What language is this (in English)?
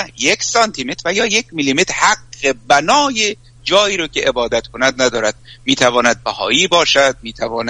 Persian